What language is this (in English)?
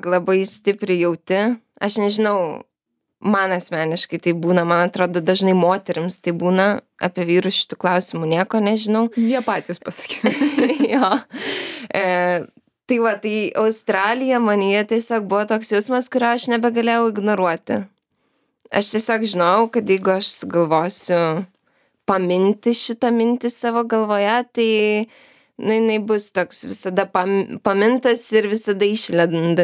Lithuanian